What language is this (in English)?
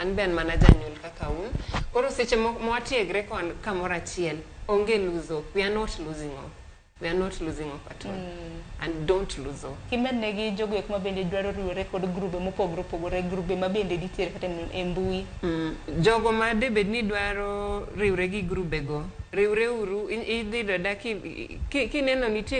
Luo (Kenya and Tanzania)